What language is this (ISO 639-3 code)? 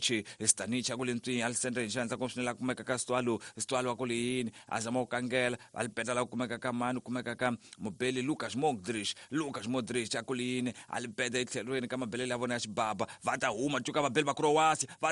tso